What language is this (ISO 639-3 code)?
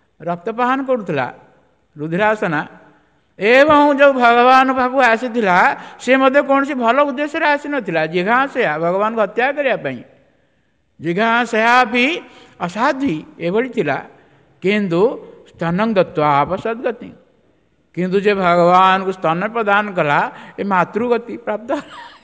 ori